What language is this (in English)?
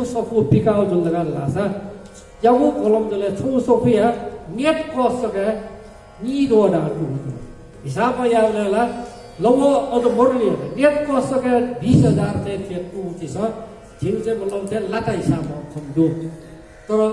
Newari